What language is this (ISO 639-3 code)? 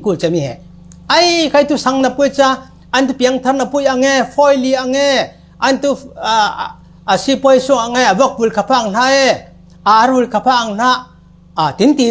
cfm